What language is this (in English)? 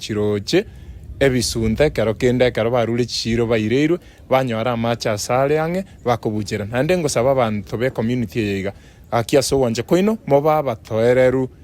Gusii